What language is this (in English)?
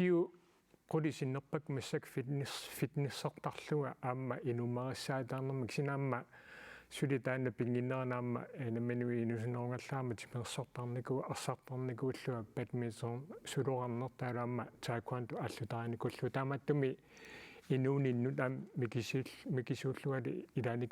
Kalaallisut